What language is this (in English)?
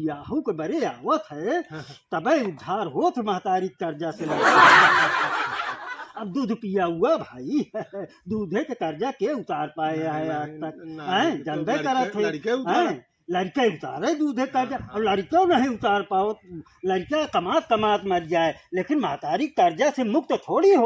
Awadhi